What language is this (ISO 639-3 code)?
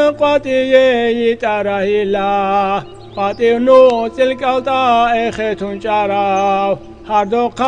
ava